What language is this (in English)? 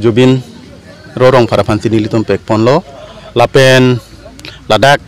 Karbi